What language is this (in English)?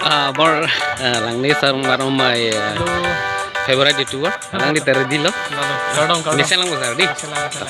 Karbi